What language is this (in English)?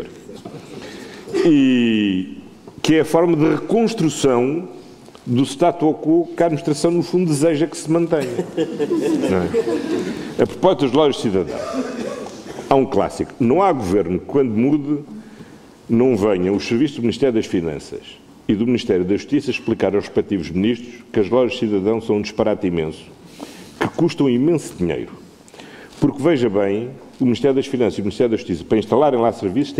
Portuguese